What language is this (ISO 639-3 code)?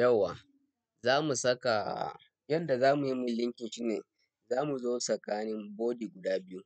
hau